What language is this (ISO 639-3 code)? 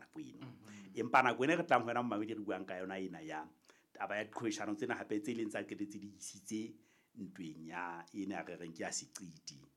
sot